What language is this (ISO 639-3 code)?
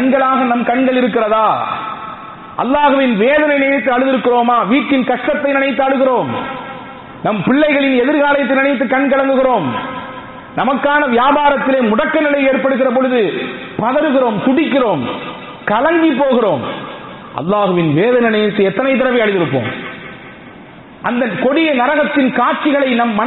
tam